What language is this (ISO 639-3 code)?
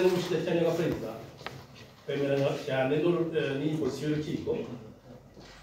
kin